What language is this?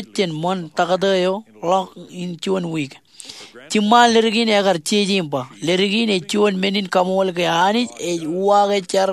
Marshallese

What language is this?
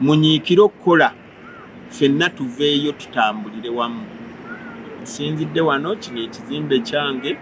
Ganda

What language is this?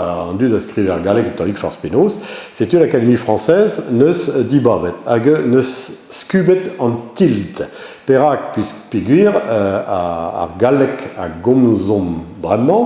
Breton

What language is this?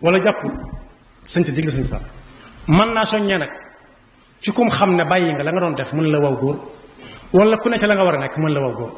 Wolof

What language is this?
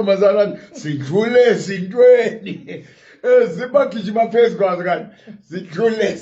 Southern Sotho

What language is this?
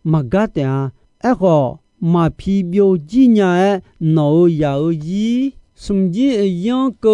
Akha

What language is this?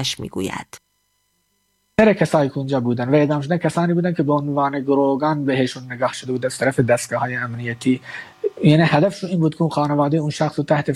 Persian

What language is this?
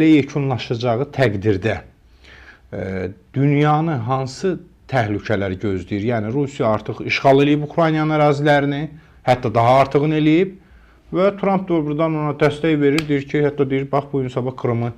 Azerbaijani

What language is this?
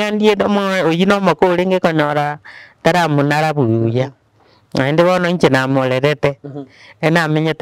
Gusii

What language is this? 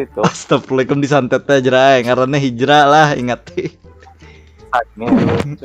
Banjar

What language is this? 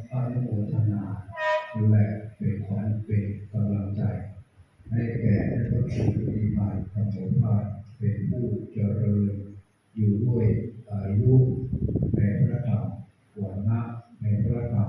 Northeastern Thai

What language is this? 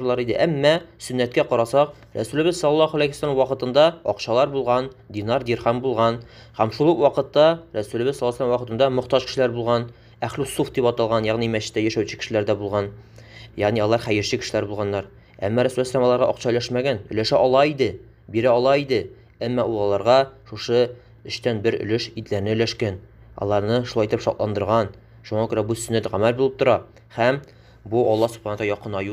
Tatar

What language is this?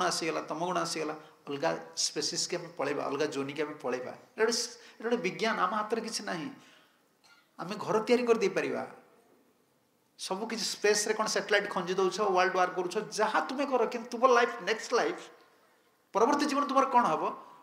Odia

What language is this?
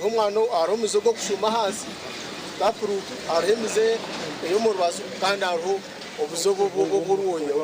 Nyankole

